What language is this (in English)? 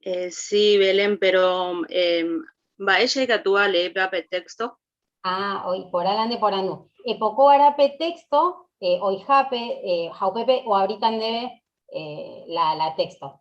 Guarani